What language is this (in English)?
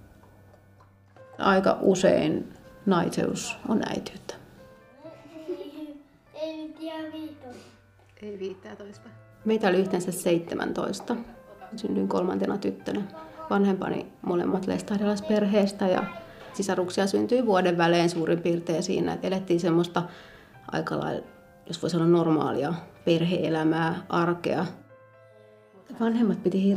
Finnish